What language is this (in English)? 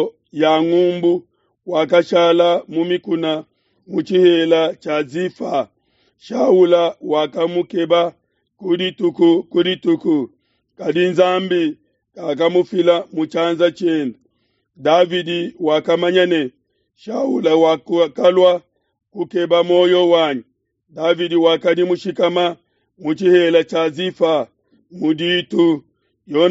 Luba-Lulua